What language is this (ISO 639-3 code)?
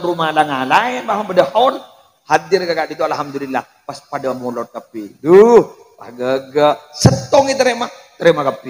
mad